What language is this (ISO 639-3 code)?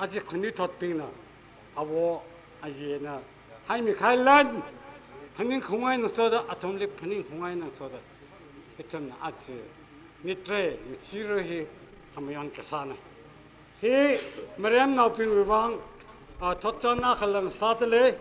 nmf